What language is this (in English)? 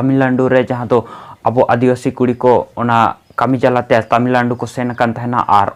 Santali